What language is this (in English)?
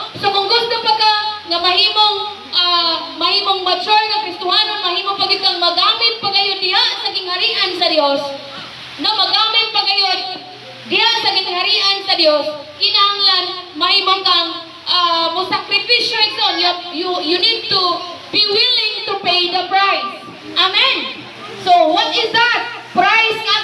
Cebuano